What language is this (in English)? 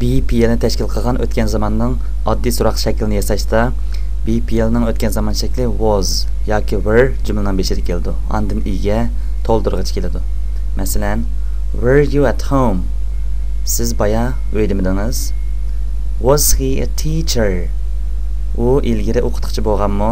Uyghur